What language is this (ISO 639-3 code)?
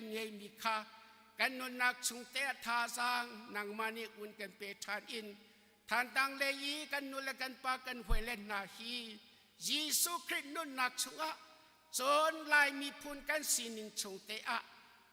cnh